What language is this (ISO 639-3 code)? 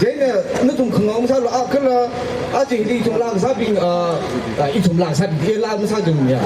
nmf